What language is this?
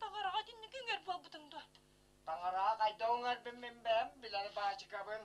Yakut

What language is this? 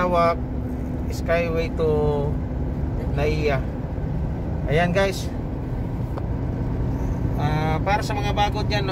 Filipino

